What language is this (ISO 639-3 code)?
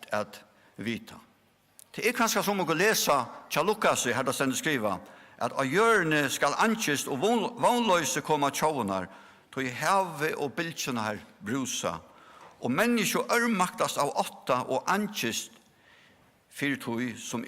fao